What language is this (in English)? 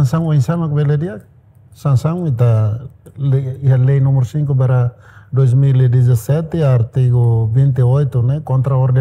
Tetum